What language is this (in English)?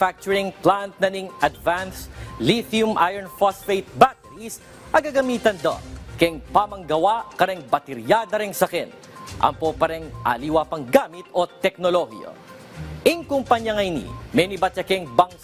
Pampanga